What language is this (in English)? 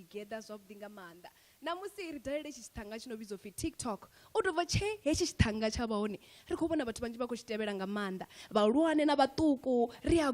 Venda